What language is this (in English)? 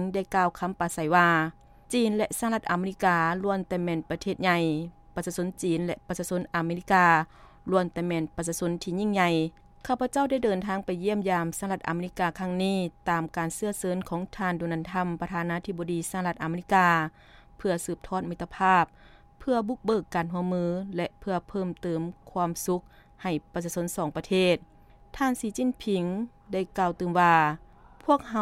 Lao